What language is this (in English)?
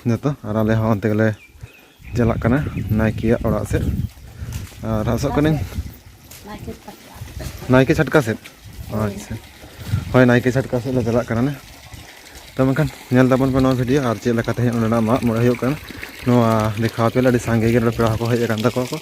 Santali